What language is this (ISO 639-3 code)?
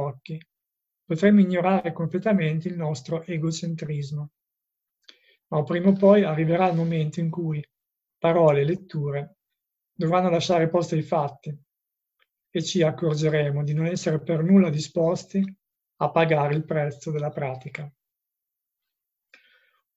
ita